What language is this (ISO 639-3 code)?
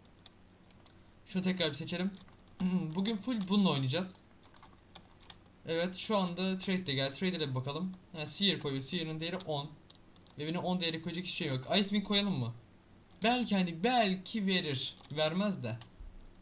tur